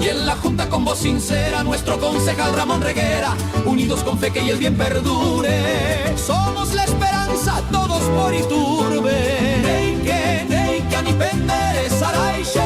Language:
Guarani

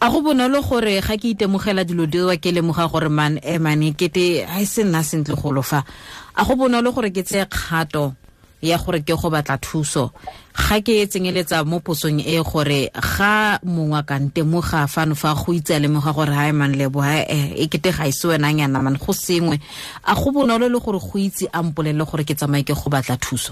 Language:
Tswana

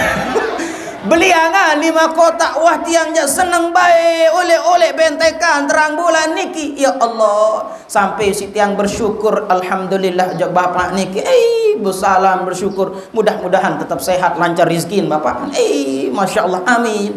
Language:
Sasak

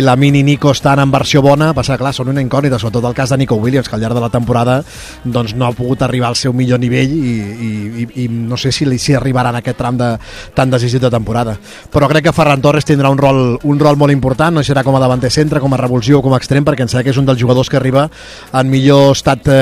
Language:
Catalan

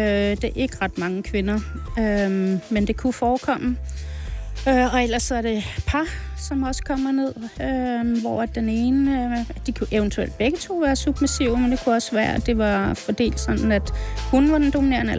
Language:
Danish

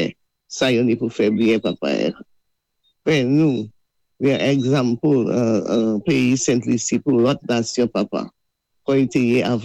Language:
Saint Lucian Creole French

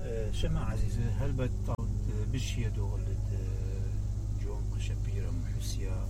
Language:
Mesopotamian Arabic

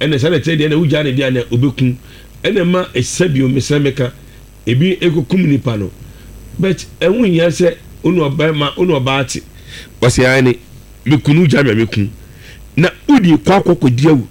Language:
Akan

